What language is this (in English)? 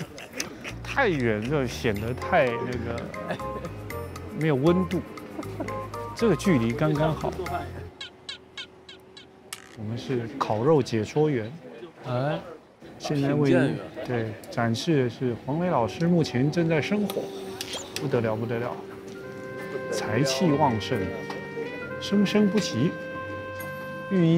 Chinese